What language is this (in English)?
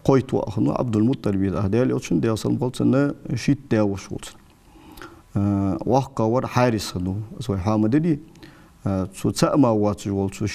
Ingush